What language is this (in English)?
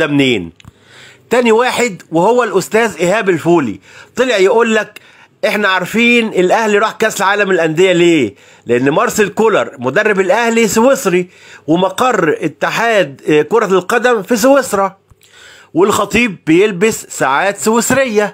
Egyptian Arabic